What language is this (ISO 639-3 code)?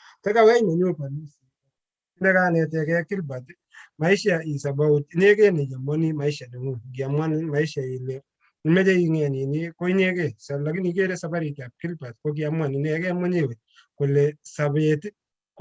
kln